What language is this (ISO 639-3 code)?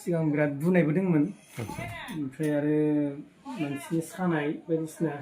brx